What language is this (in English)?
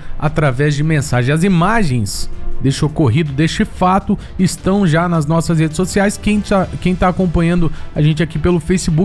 Portuguese